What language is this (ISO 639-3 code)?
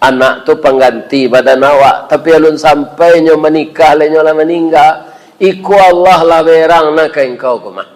min